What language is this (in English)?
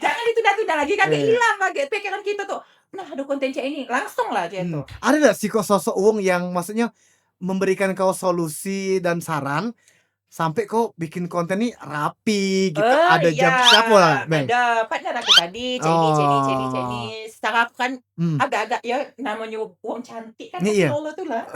Musi